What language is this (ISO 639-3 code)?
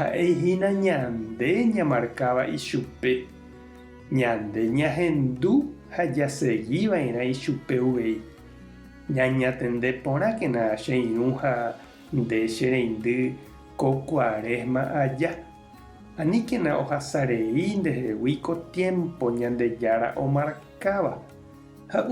grn